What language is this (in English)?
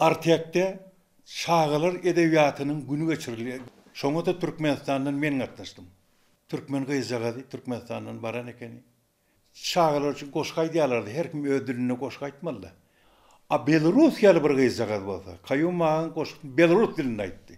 Turkmen